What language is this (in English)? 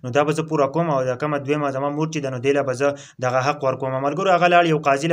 Pashto